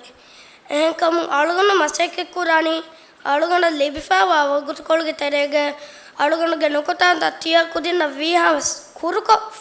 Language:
Divehi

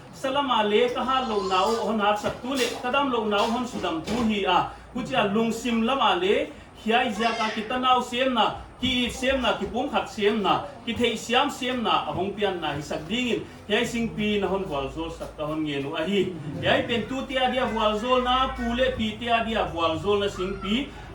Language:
Paite Chin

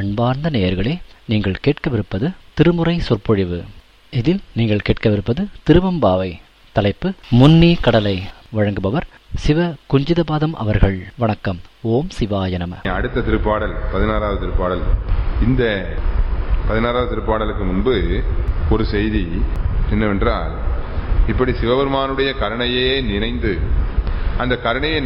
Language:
Tamil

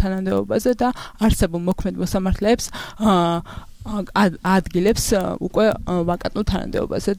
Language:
Georgian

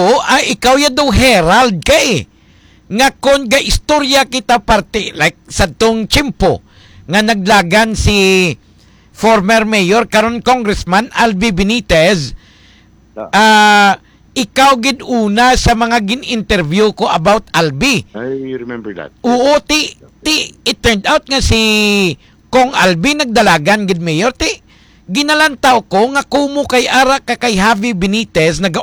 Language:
Hiligaynon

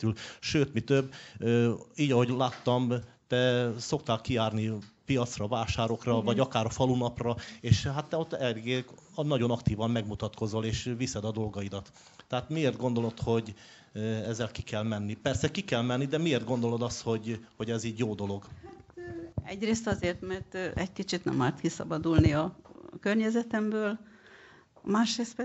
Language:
Hungarian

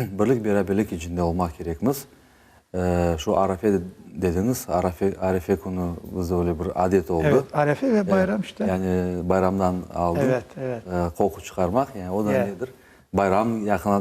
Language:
Crimean Tatar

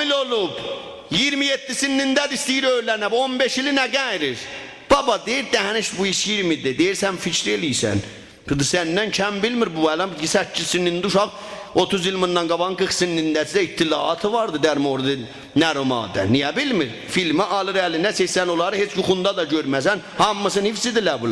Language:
South Azerbaijani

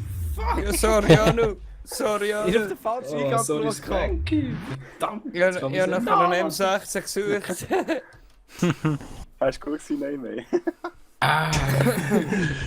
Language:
Swiss German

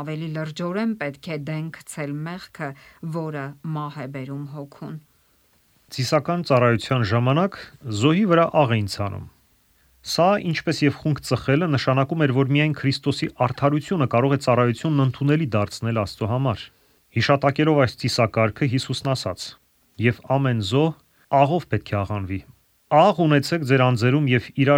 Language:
Armenian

